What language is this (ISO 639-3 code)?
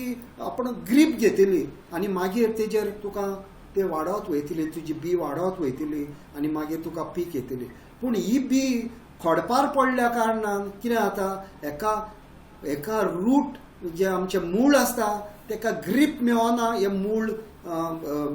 kok